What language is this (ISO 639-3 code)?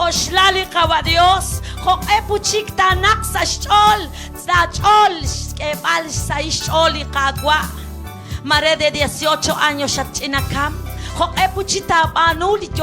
kek